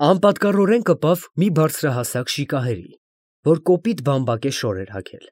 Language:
Armenian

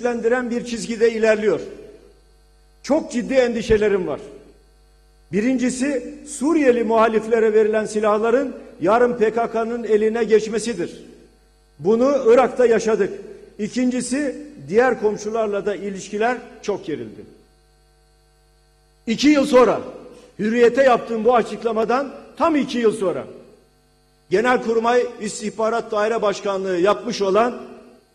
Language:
Turkish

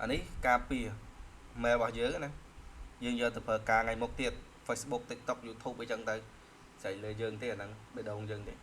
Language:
Khmer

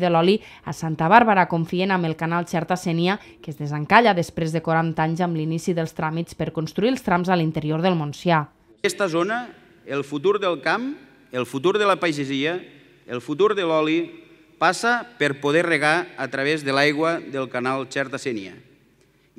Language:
Catalan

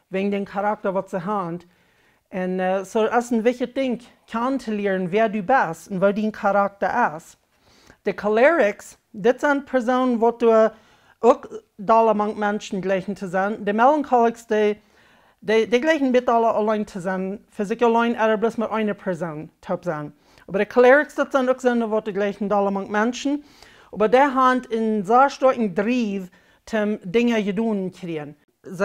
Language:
Plautdietsch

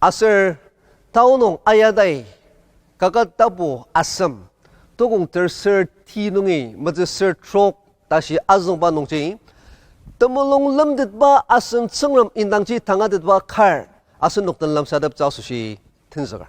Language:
Ao Naga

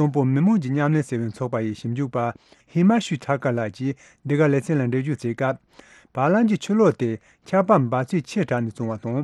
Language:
Tibetan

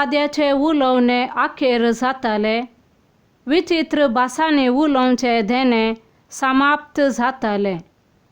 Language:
Konkani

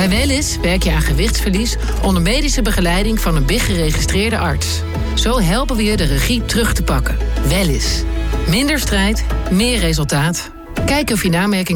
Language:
Dutch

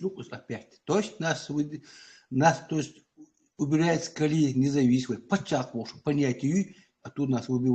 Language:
Chechen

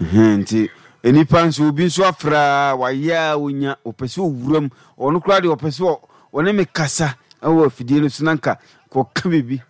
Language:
Akan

